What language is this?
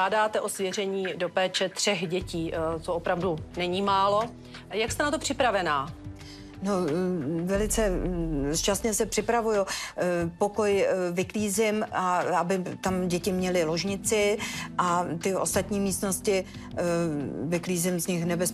Czech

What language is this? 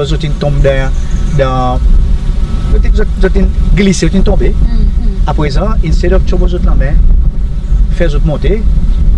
Seselwa Creole French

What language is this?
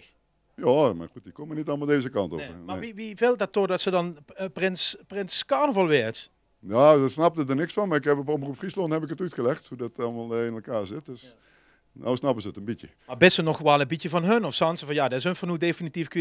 Limburgish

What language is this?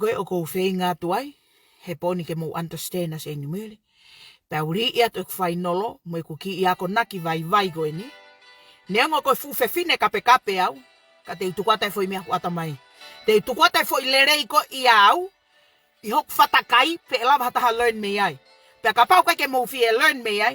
Tongan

